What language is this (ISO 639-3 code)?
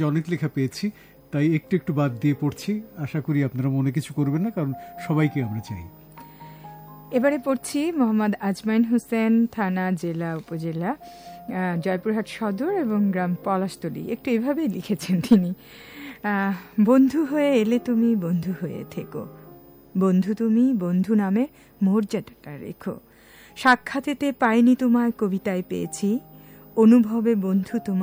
ben